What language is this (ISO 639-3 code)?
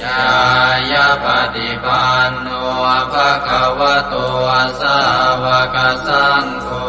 pli